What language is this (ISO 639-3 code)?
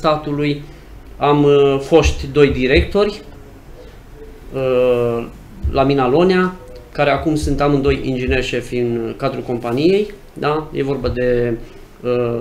ron